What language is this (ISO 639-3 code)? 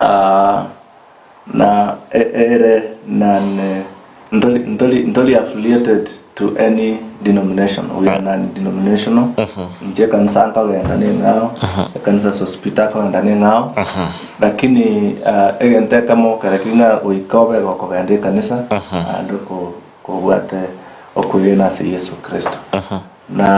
guz